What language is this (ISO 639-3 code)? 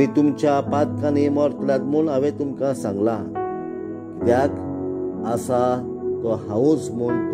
kok